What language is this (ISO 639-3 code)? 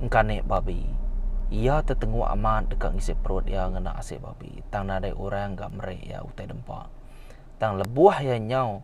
iba